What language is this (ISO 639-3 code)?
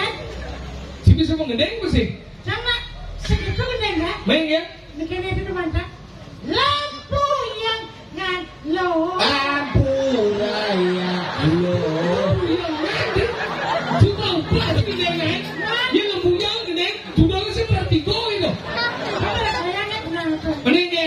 ban